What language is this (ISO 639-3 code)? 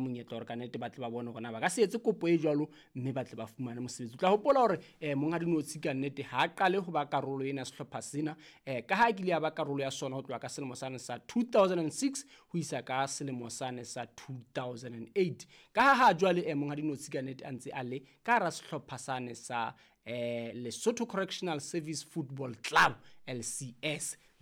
sot